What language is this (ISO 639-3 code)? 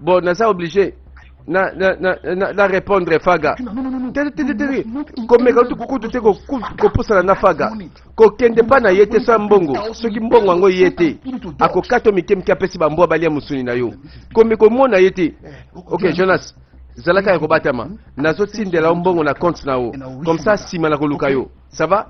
lin